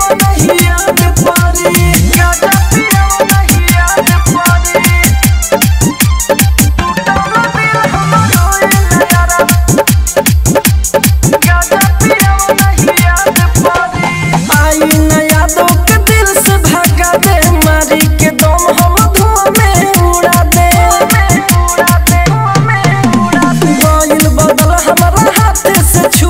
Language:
Bhojpuri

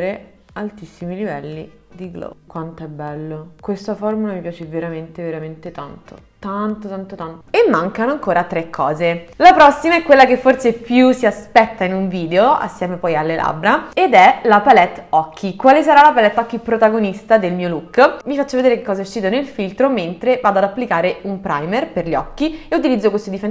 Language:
Italian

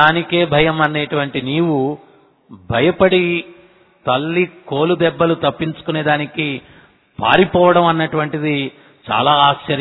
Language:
Telugu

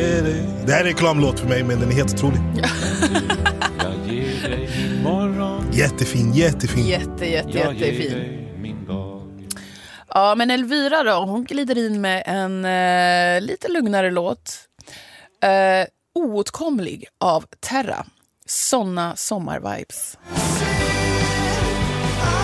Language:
Swedish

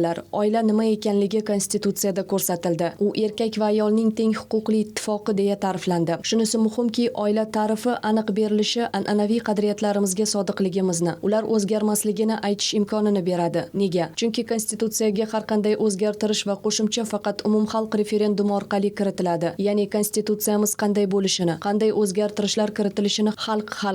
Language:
Uzbek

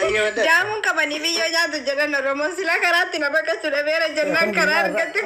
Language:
Oromo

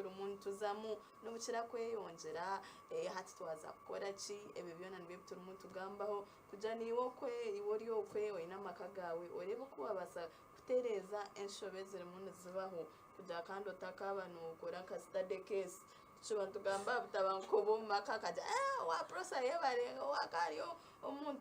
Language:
Nyankole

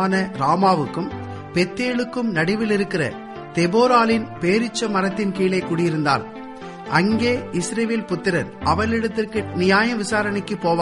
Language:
Tamil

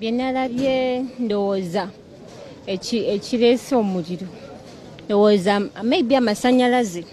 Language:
Ganda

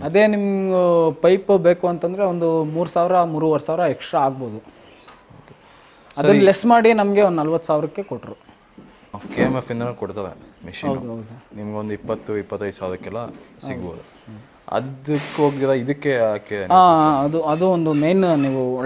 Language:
Kannada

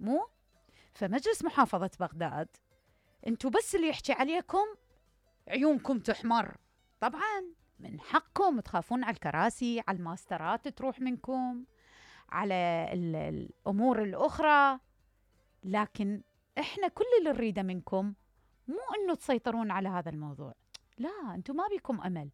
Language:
Mesopotamian Arabic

